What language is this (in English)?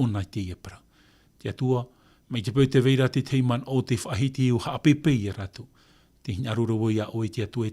Tahitian